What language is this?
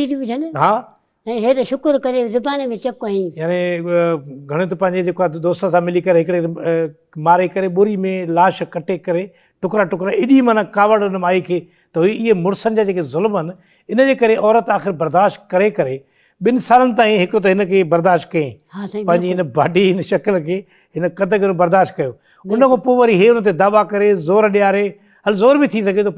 Sindhi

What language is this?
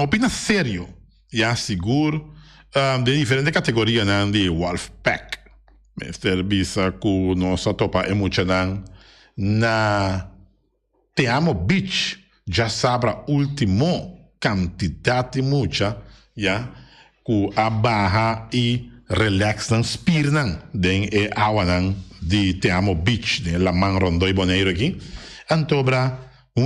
Papiamento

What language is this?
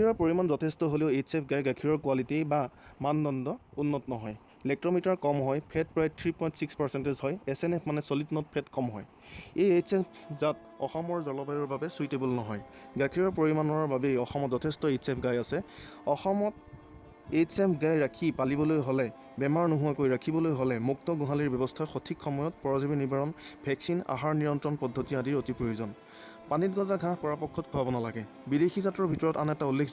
Assamese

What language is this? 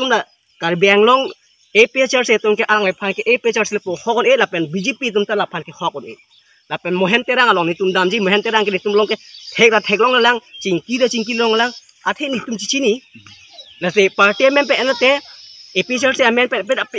Karbi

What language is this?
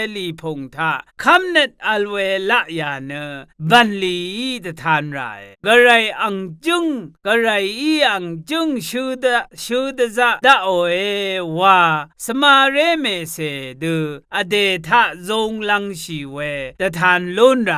Rawang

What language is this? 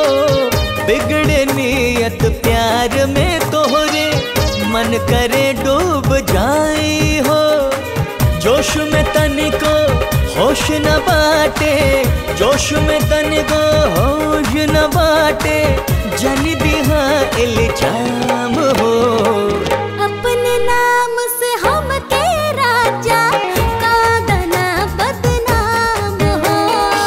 Bhojpuri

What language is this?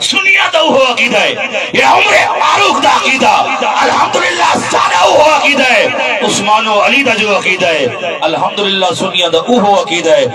Saraiki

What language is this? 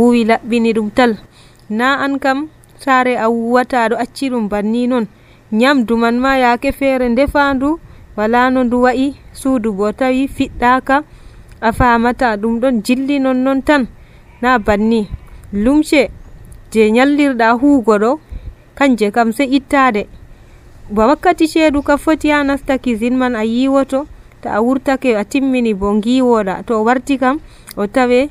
Nigerian Fulfulde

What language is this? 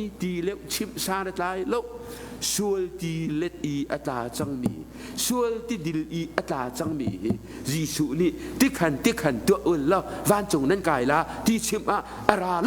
Hakha Chin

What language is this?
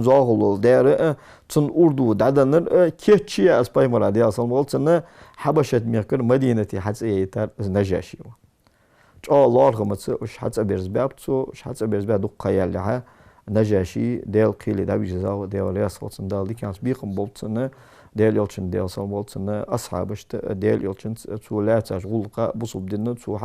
Ingush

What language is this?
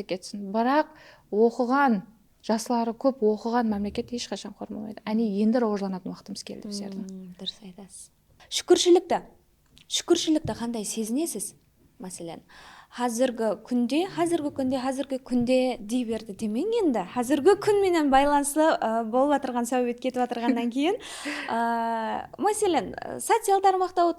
Kara-Kalpak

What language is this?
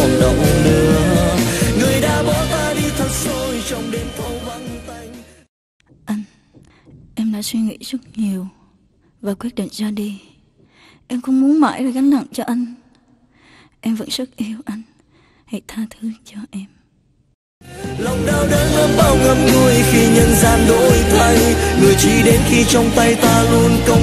Vietnamese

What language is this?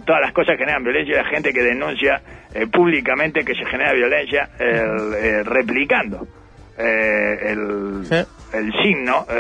Spanish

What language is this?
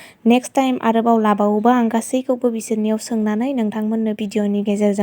Bodo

